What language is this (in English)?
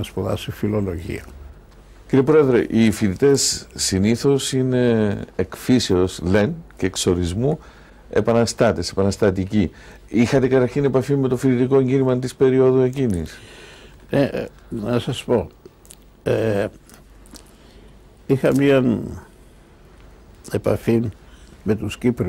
Greek